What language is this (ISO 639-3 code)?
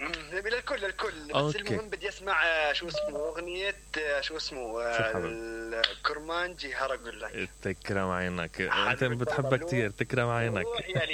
acm